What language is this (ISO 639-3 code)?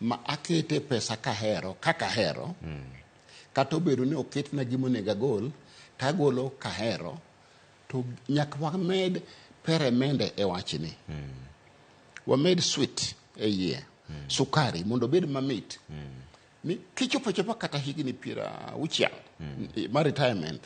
luo